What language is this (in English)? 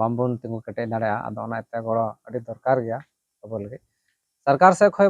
Santali